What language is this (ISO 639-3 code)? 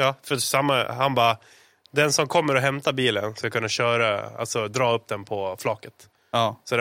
swe